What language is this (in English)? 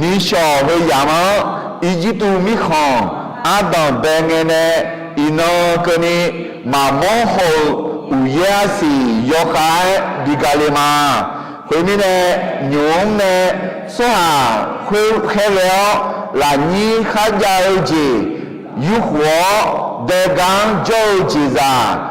Akha